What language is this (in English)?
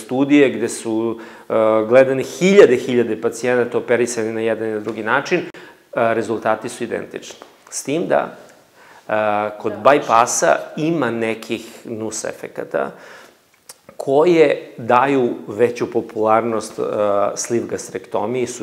Serbian